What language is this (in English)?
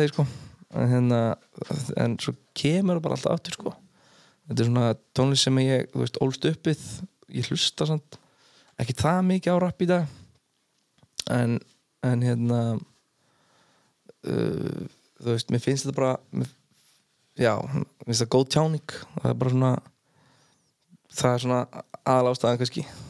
Icelandic